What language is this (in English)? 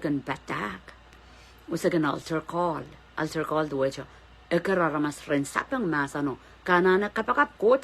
Pohnpeian